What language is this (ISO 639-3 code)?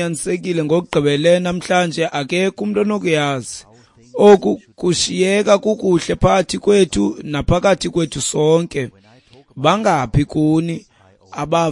xho